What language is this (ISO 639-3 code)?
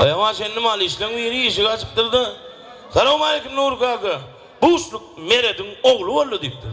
tuk